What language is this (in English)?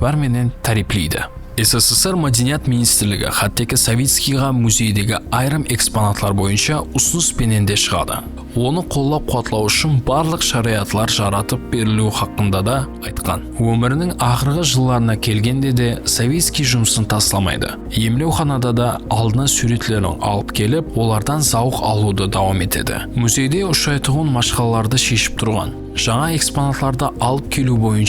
Kara-Kalpak